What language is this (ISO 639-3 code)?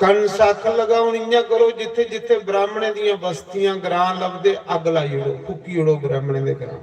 doi